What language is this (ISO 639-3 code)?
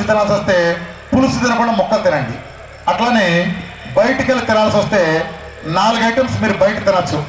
tel